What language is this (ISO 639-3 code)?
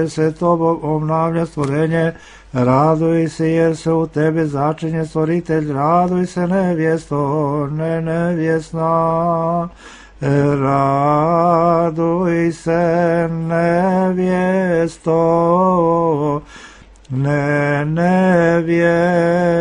srp